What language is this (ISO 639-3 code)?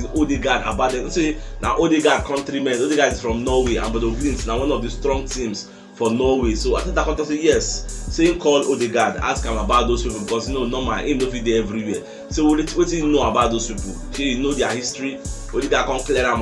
pcm